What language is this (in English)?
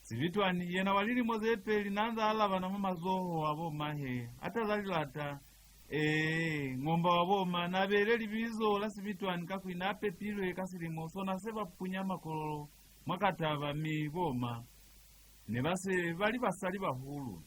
Lozi